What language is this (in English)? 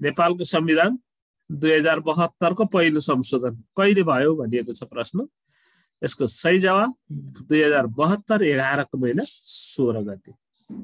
Nepali